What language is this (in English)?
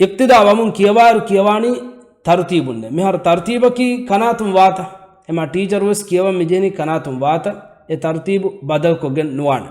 Divehi